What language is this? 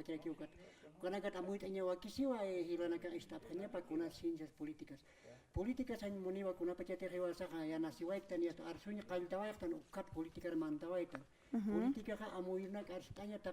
Aymara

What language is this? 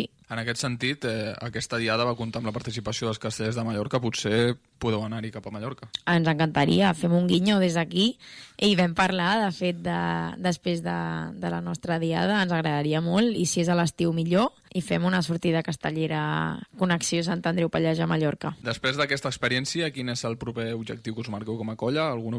Catalan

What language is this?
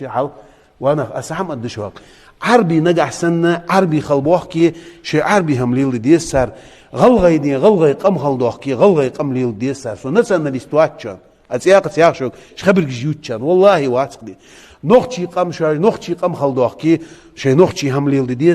Ingush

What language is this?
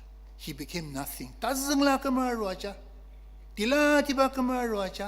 Ao Naga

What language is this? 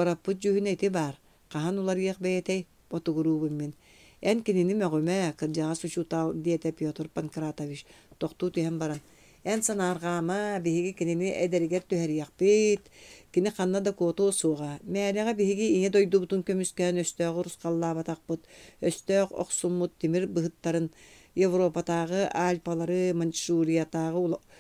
Yakut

